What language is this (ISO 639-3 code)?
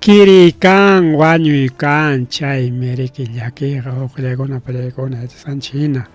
quy